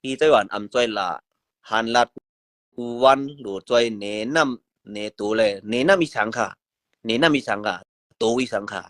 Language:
Shan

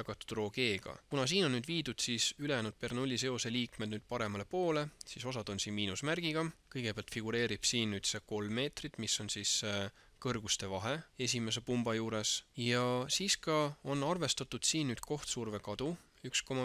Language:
Estonian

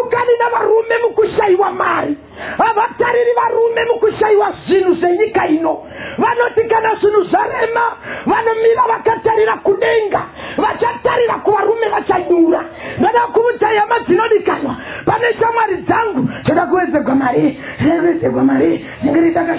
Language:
Shona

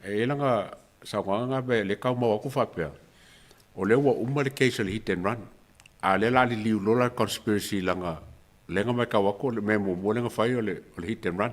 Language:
Samoan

